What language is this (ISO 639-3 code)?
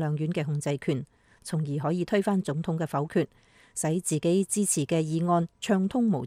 yue